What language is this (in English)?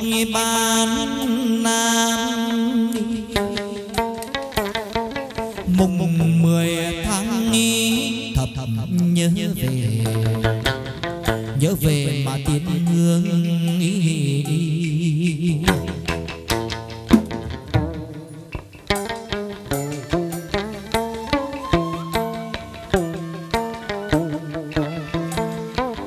Vietnamese